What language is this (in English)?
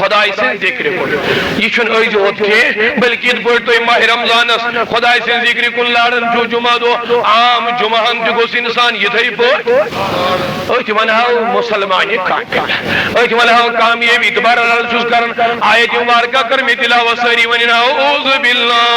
Kashmiri